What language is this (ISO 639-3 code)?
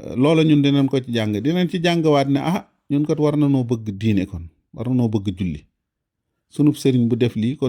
wol